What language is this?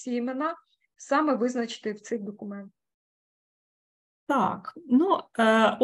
Ukrainian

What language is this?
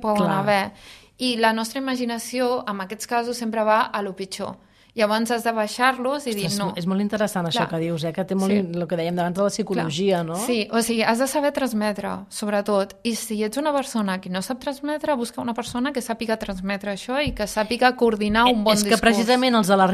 Catalan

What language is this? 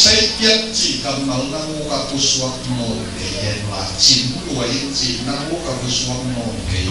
Tedim Chin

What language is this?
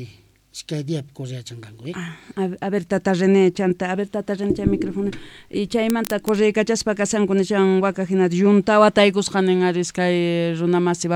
Quechua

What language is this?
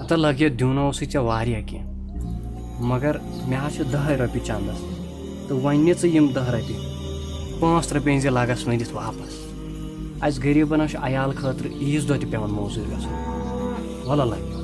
Kashmiri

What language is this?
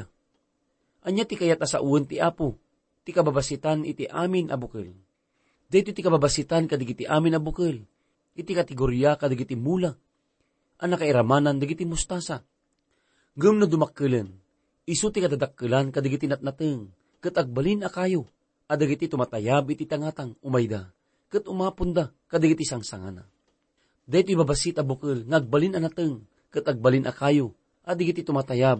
Iloko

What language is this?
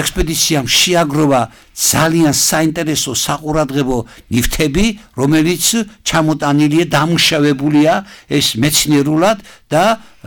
Georgian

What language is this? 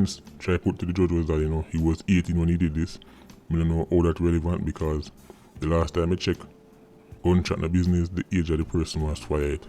Jamaican Creole English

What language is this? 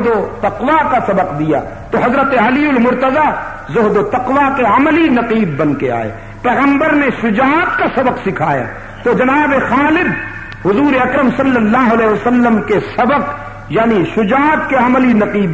Urdu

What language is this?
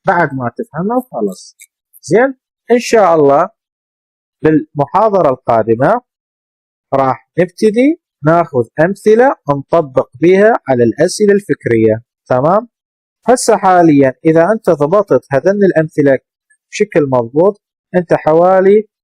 Mesopotamian Arabic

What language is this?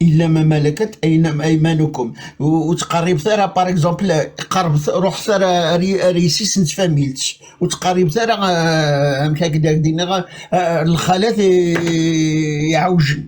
Kabyle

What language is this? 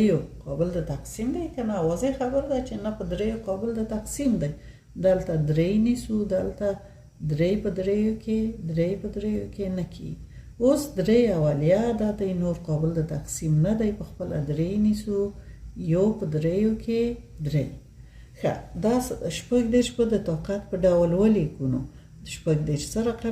Pashto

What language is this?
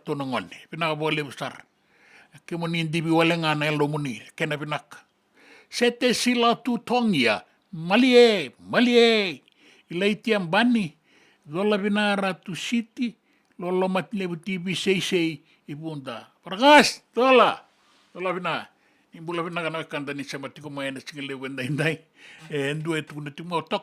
Fijian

